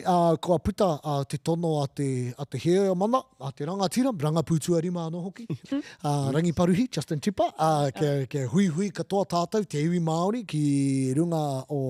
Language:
Māori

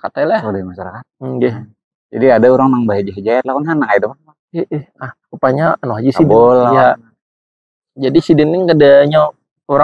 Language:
Banjar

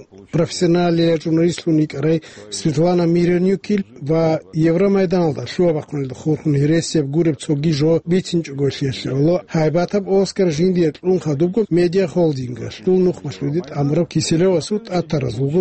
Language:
Avaric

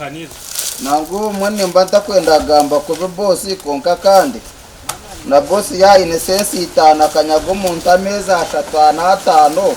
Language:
Nyankole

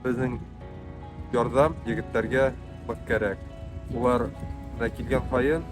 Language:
Bashkir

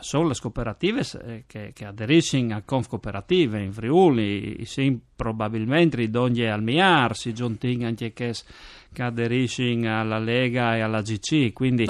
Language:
Friulian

